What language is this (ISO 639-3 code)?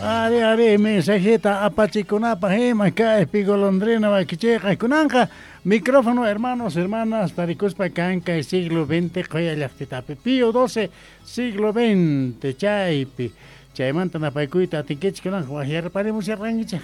quh